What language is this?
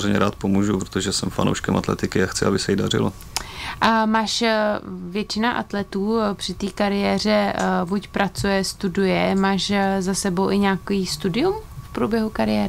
Czech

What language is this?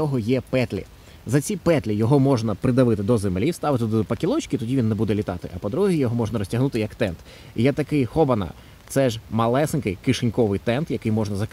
Ukrainian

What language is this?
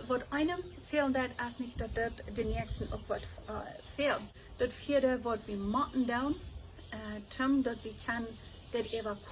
Plautdietsch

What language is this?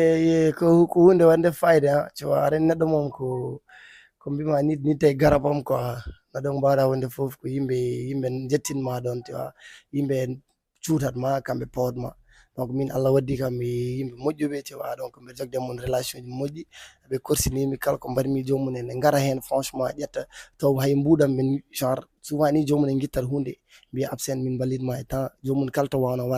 Fula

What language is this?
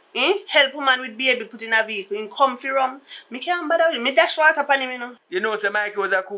Jamaican Creole English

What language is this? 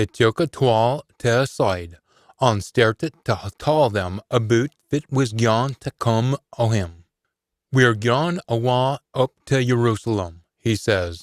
Scots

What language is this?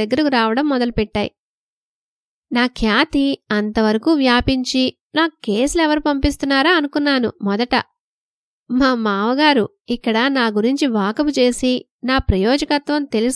Telugu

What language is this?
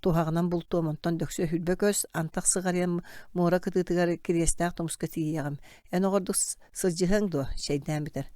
Yakut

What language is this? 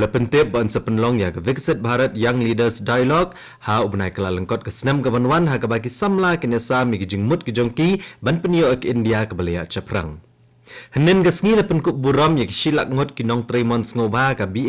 Khasi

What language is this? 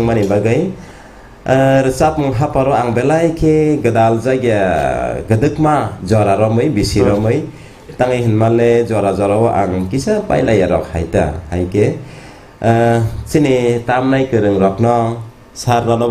Kok Borok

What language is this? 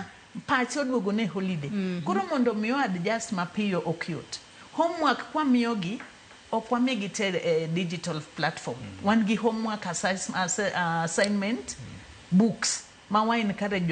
Luo (Kenya and Tanzania)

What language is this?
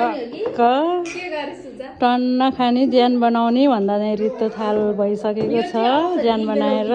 Nepali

